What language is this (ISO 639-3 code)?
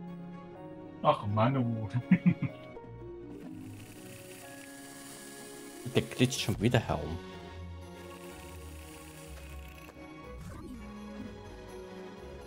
deu